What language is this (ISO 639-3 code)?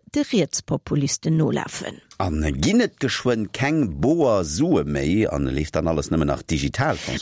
ltz